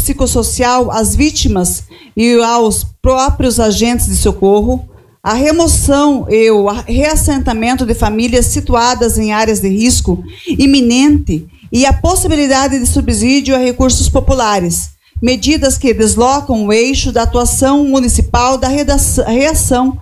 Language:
Portuguese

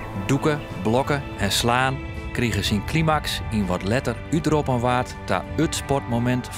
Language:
Western Frisian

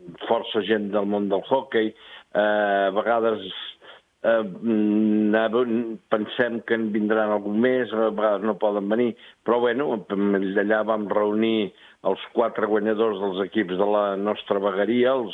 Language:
Catalan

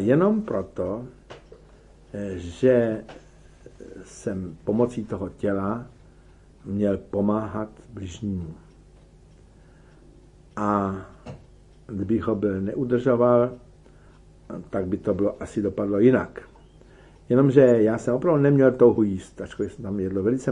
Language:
Czech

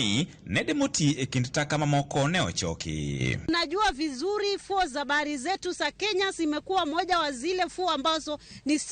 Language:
Luo (Kenya and Tanzania)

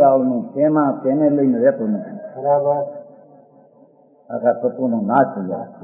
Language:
Gujarati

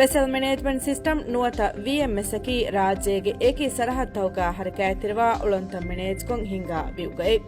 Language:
Divehi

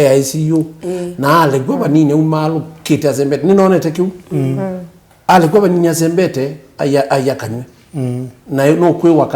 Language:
Kamba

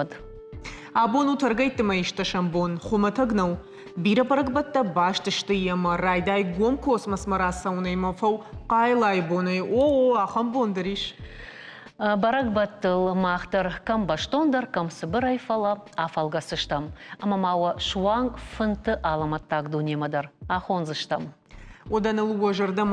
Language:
Ossetic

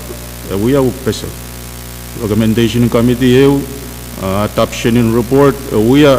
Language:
Pohnpeian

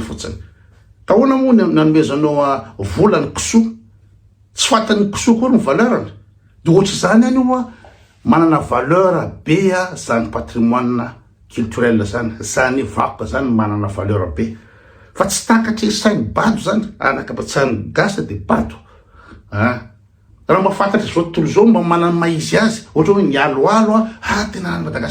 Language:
Malagasy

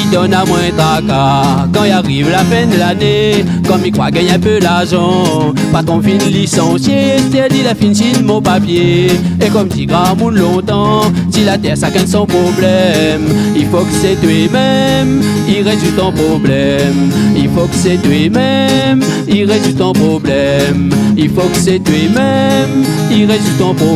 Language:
Réunion Creole French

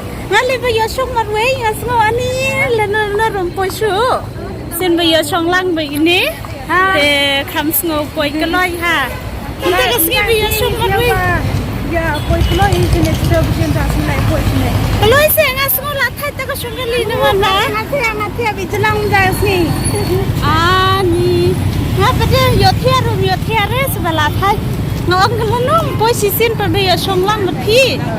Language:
Khasi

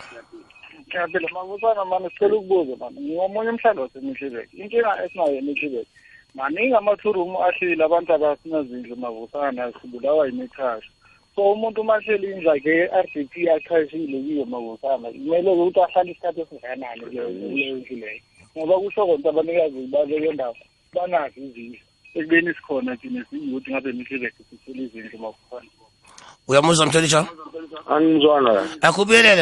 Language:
South Ndebele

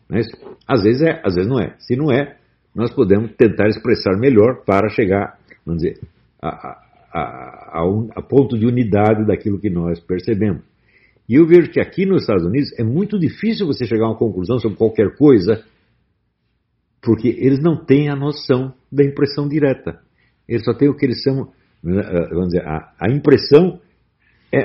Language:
Portuguese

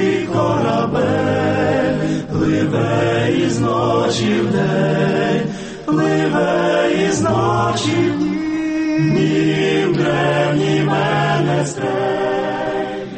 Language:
Ukrainian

